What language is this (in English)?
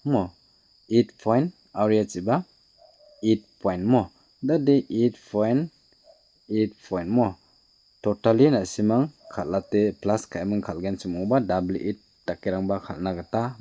Garo